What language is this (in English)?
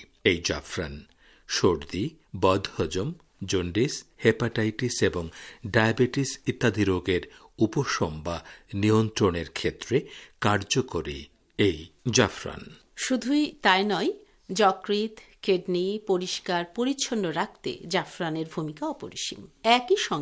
Bangla